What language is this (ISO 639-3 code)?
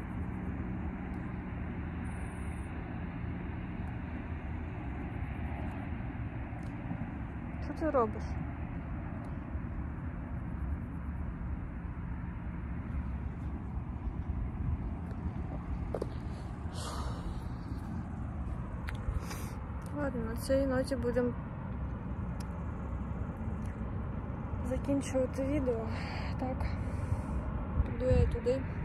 ukr